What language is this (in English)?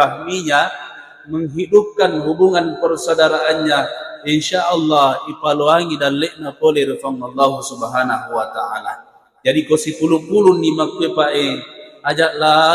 Buginese